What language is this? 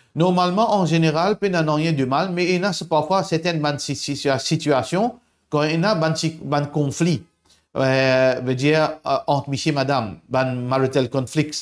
Morisyen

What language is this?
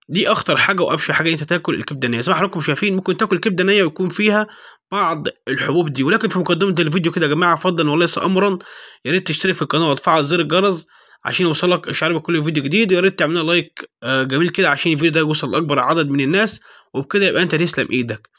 Egyptian Arabic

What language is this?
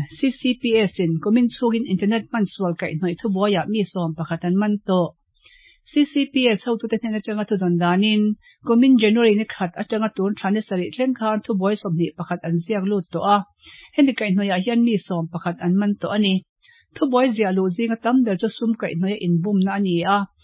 Mizo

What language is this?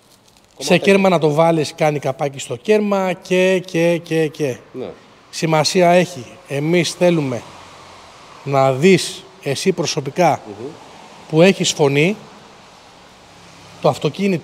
Greek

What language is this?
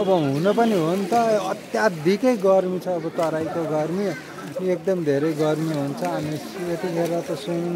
Nepali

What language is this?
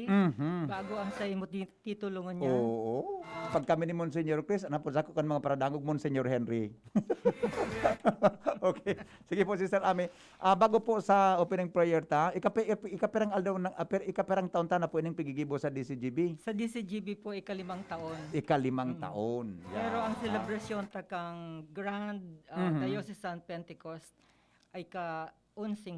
Bikol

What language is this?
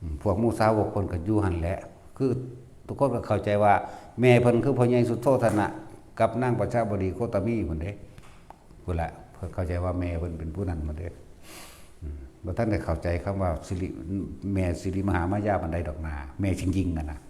Northeastern Thai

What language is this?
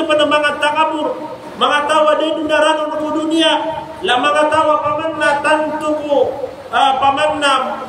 Maranao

